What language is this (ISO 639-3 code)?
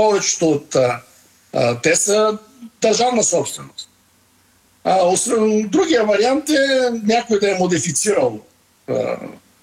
bul